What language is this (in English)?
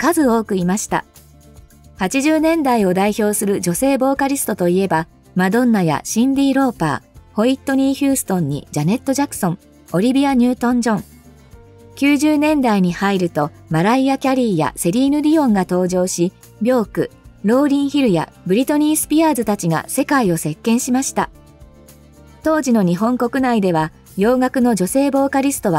Japanese